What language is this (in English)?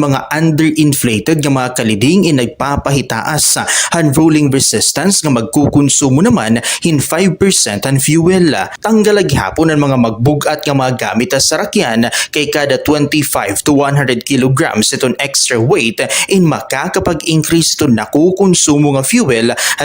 Waray